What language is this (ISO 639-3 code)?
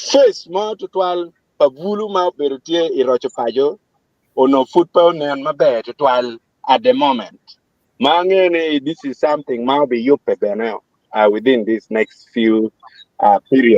ach